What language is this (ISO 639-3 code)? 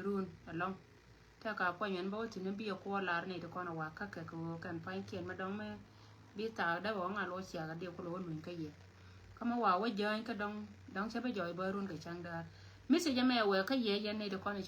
nus